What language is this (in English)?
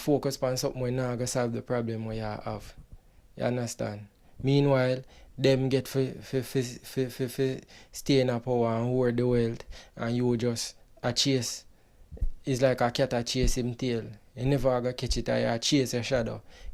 Jamaican Creole English